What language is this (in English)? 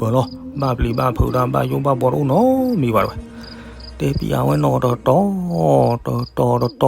S'gaw Karen